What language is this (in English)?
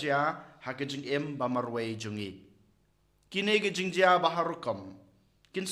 Khasi